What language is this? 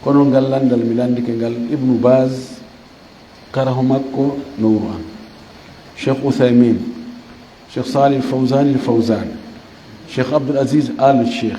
Fula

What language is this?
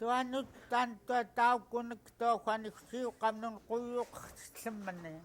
Central Yupik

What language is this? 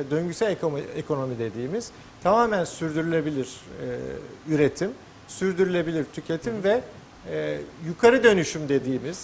Turkish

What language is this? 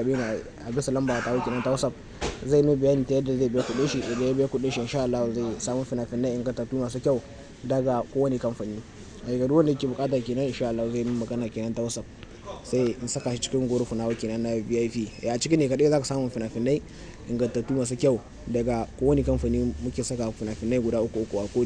Hausa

